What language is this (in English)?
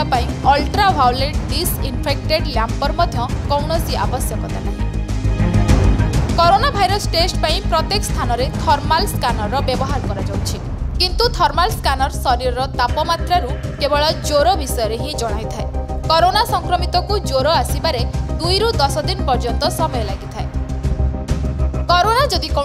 Odia